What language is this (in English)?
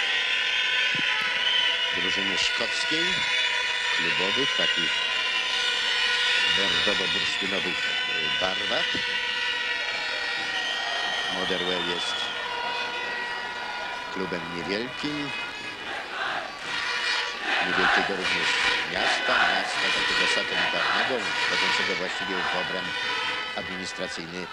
Polish